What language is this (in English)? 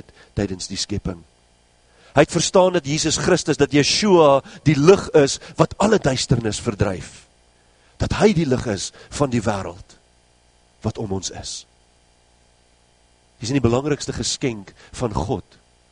Afrikaans